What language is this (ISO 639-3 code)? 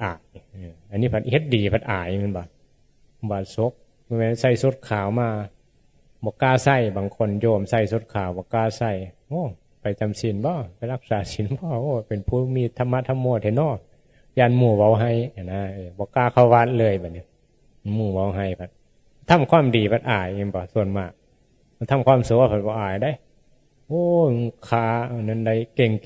tts